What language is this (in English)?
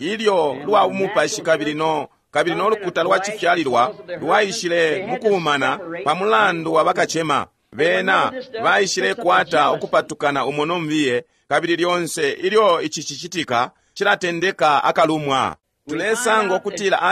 Bemba